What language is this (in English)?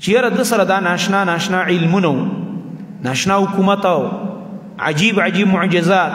Pashto